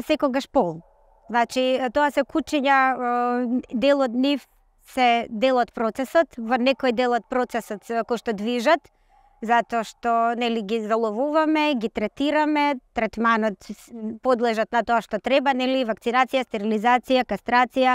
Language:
Macedonian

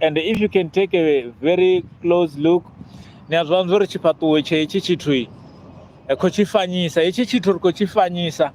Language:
Venda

